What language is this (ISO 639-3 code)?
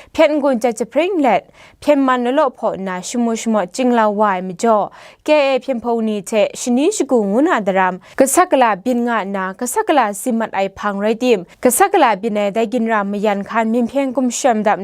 kac